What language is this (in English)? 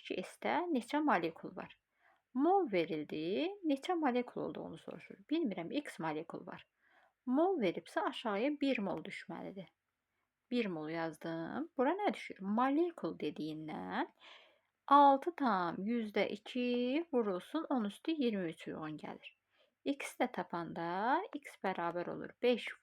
Azerbaijani